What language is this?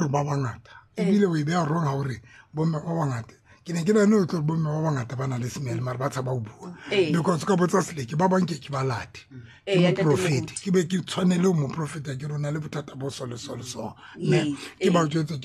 Tswana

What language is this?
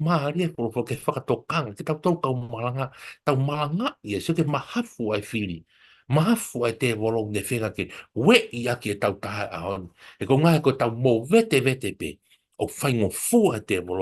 Tongan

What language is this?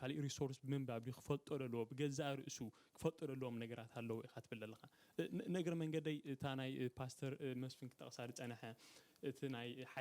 Tigrinya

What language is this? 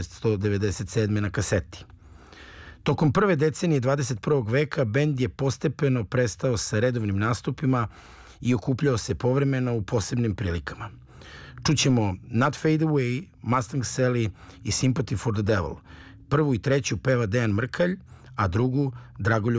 Serbian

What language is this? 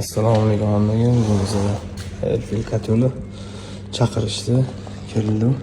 Uzbek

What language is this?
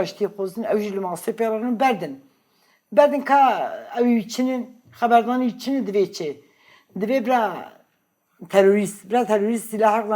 Kurdish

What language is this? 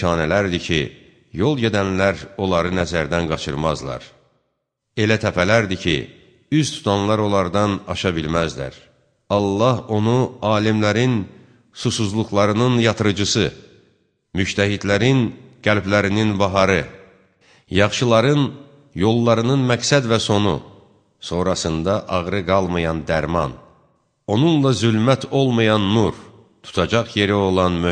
Azerbaijani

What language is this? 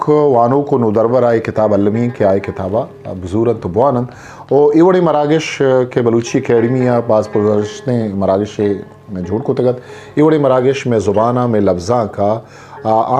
Eastern Balochi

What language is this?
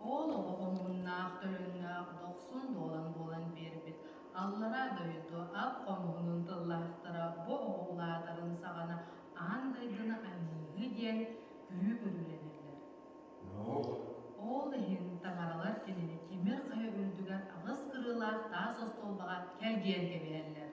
Yakut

